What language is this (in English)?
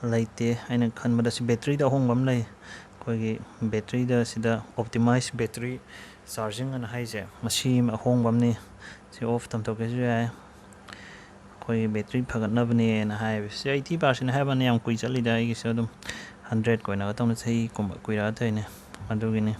Manipuri